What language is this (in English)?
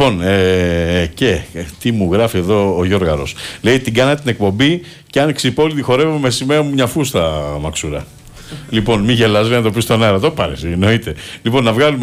Greek